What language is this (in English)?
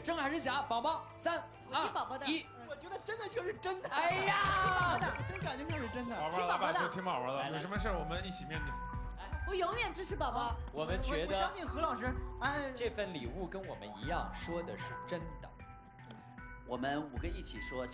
Chinese